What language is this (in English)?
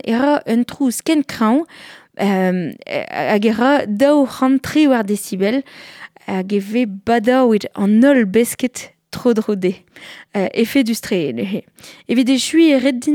Breton